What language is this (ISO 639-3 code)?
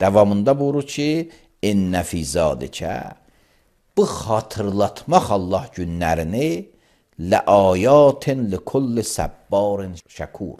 aze